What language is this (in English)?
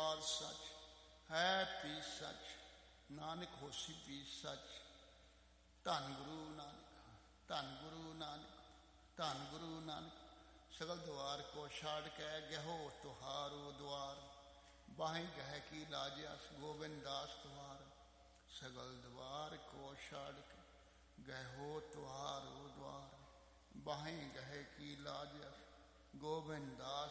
Punjabi